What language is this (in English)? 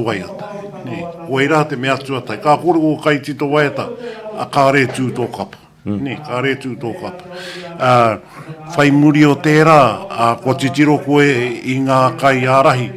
Māori